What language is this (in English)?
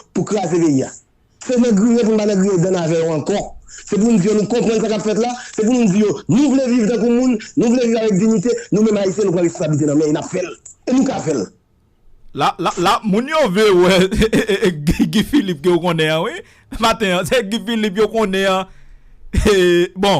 Haitian Creole